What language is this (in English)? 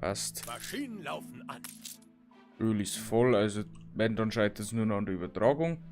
Bavarian